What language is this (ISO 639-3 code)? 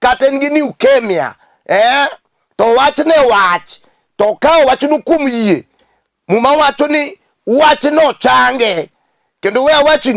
luo